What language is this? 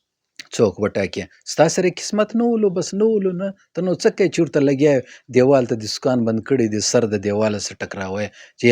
Pashto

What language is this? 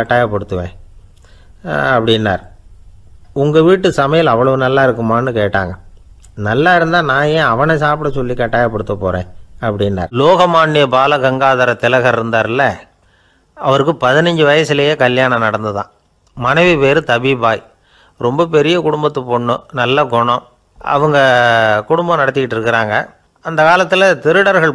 Tamil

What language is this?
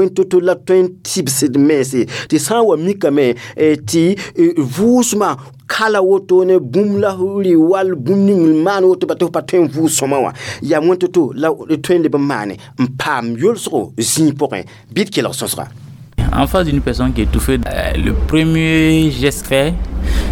Mossi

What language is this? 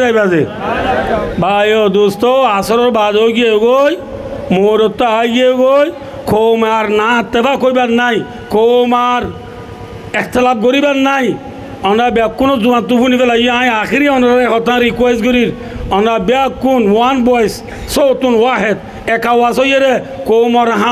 Rohingya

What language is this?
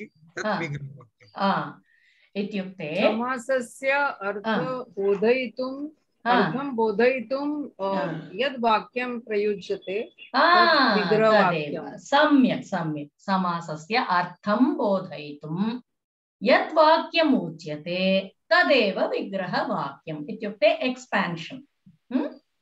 Sanskrit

